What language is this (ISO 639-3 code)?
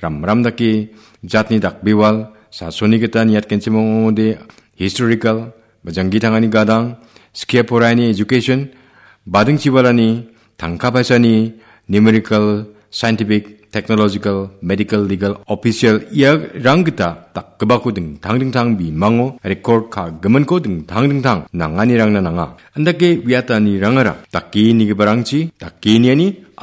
grt